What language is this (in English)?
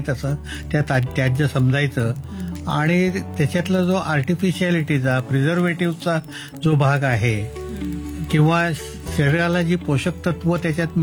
Marathi